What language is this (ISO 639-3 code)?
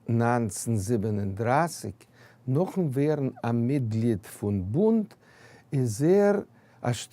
yid